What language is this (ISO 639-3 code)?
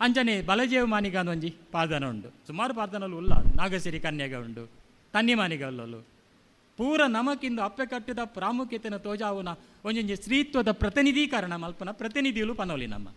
tcy